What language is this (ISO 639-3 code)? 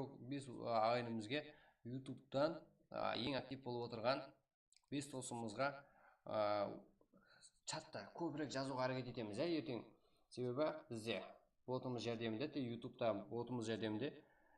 kaa